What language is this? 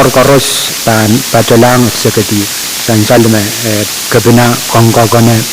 Pohnpeian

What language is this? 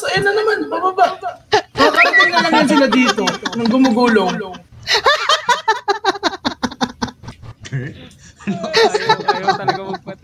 Filipino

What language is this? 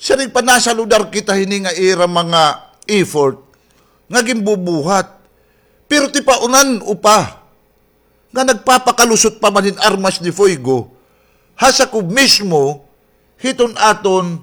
Waray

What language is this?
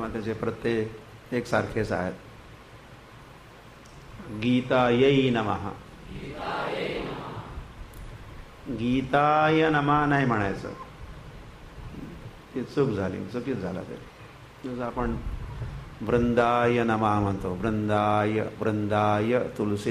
Marathi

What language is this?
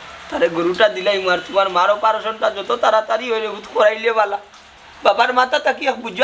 Sylheti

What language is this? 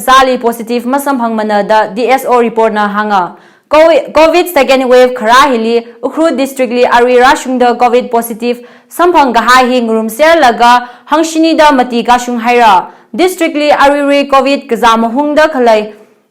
Tangkhul Naga (India)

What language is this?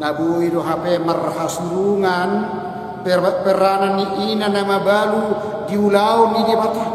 Batak Toba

